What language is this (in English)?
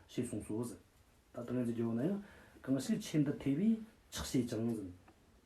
Tibetan